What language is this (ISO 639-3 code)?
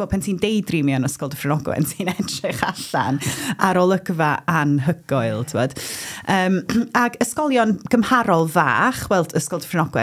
cym